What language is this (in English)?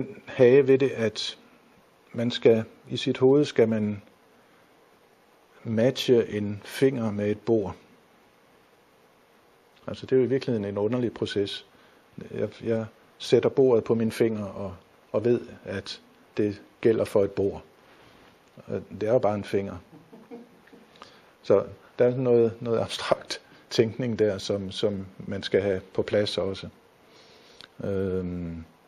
Danish